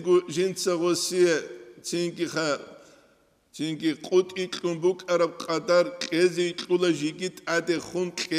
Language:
Avaric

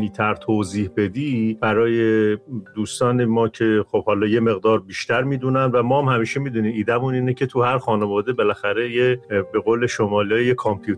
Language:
Persian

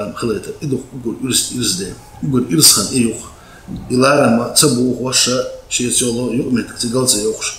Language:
Chechen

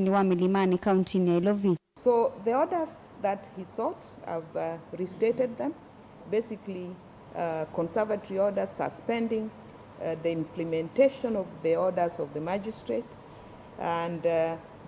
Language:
Kamba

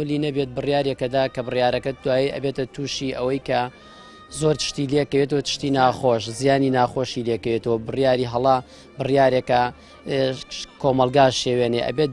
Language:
Central Kurdish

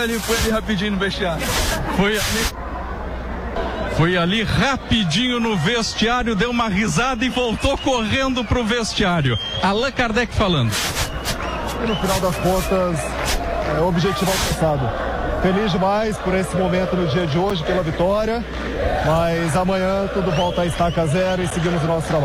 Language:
Portuguese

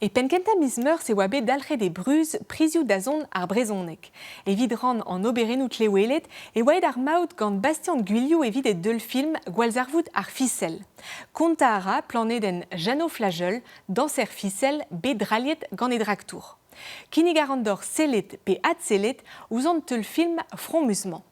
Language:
Breton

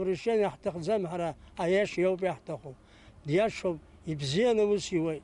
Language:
Abkhazian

